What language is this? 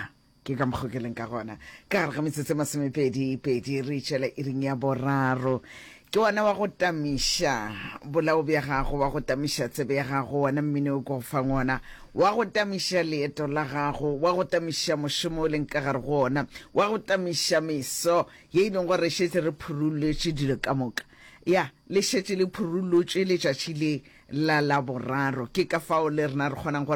Northern Sotho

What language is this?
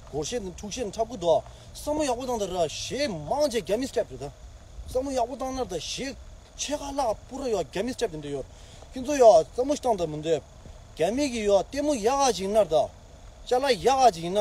Tibetan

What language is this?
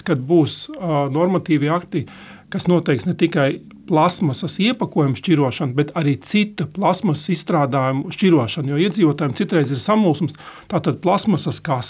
Latvian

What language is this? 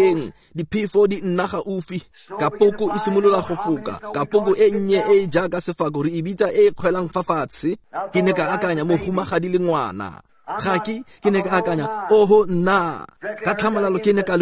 Tswana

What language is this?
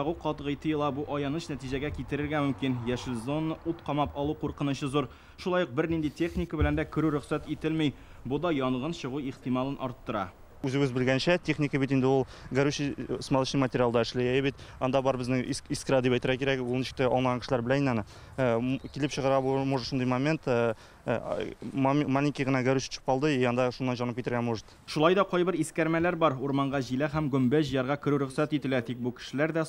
Tatar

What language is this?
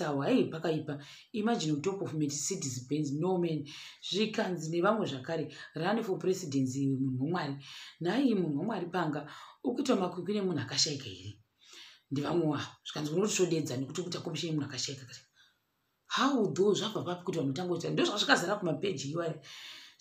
Shona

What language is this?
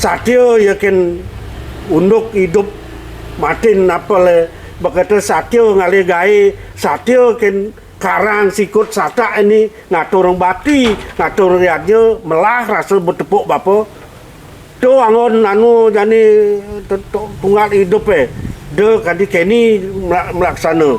Balinese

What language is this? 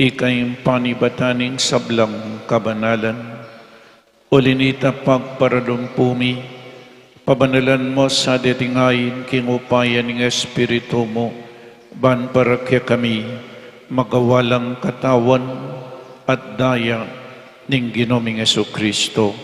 Pampanga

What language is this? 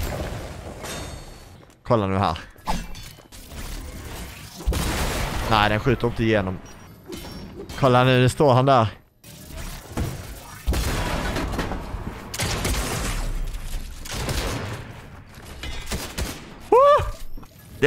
Swedish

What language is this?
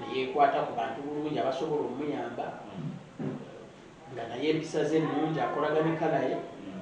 Ganda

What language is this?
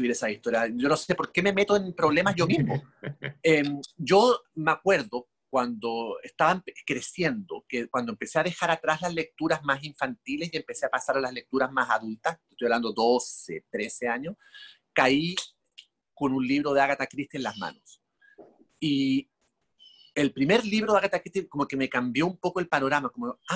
Spanish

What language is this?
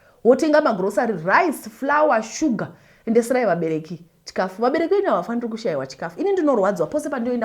Shona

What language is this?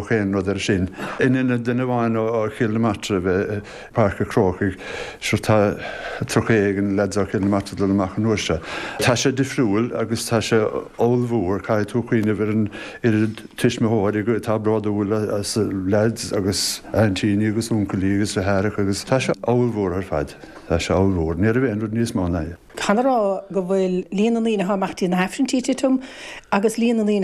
Irish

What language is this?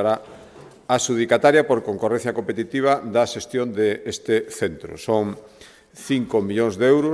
Galician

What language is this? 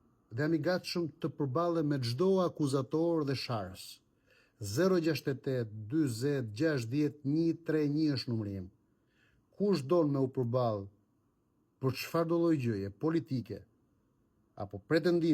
Albanian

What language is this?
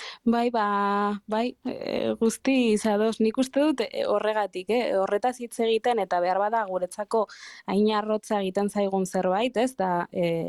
Basque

